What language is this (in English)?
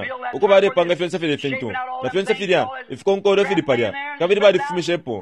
Bemba